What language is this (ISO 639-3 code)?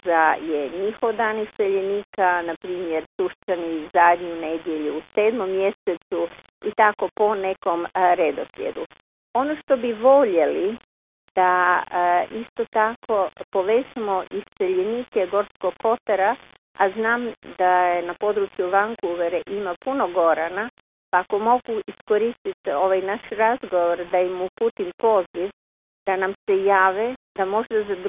hrv